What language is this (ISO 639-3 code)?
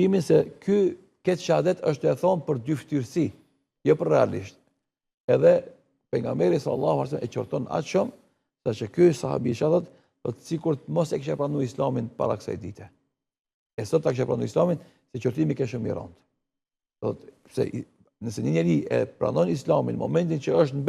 sqi